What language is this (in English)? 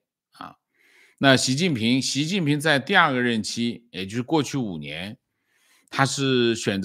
Chinese